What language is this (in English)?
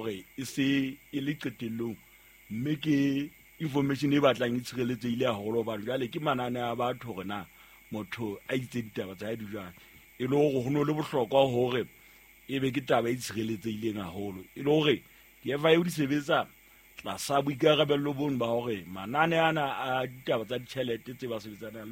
Southern Sotho